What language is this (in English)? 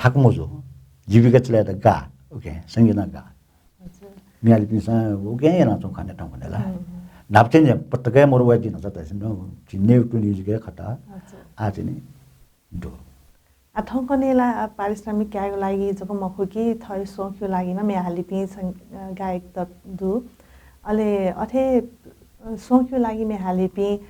Newari